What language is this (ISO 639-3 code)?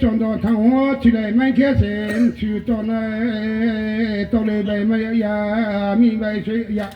ria